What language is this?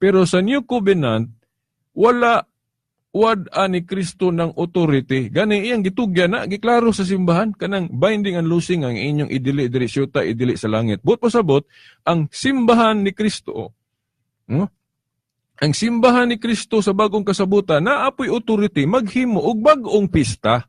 Cebuano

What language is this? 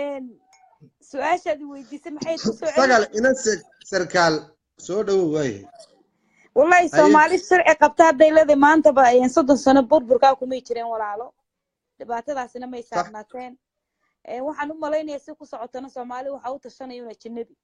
Somali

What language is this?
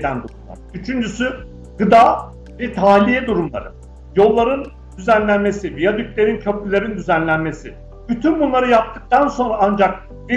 Turkish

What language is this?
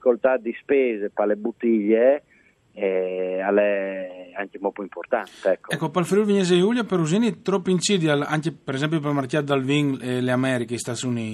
Friulian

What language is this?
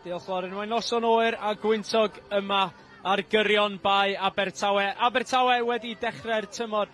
Welsh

